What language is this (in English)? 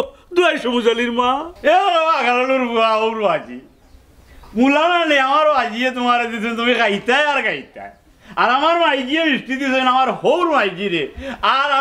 Sylheti